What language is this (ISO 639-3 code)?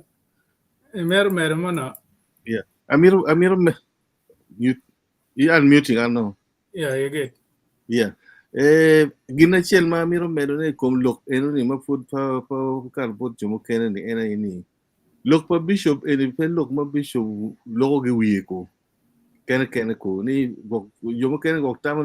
ach